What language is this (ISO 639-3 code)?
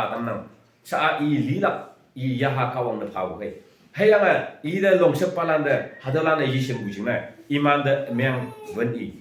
nbe